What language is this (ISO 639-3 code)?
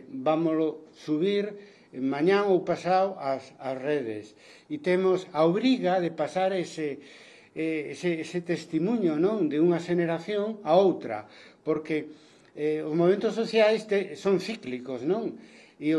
glg